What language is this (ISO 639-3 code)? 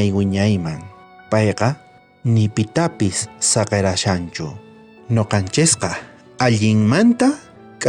quh